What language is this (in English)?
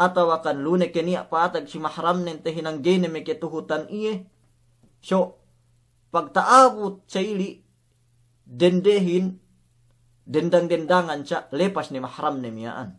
Yakan